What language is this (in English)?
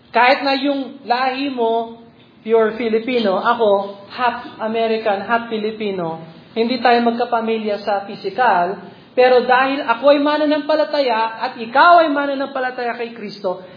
Filipino